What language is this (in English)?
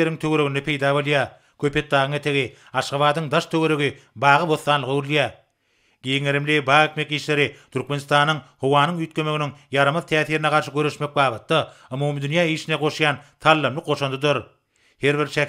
Turkmen